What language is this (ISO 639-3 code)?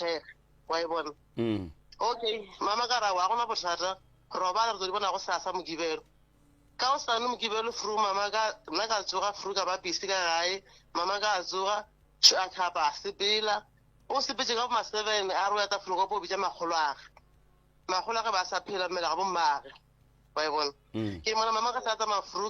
nso